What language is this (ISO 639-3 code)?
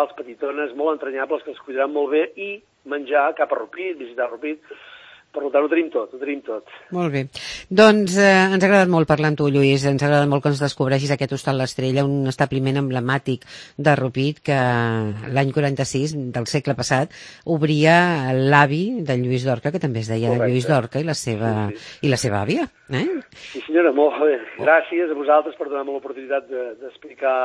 cat